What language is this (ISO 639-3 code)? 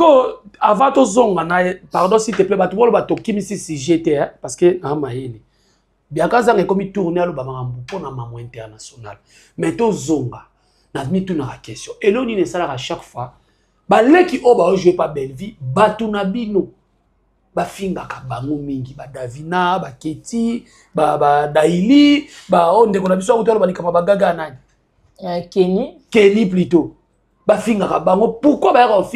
lin